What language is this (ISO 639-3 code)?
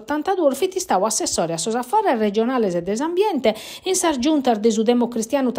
srd